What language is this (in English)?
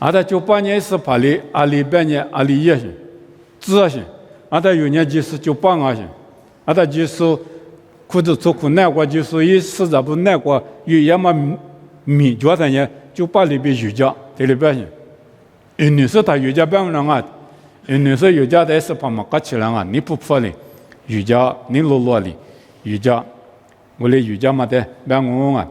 Lisu